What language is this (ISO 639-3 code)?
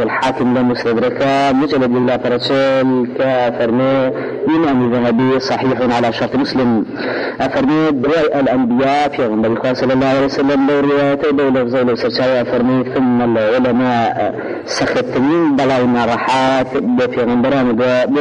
ara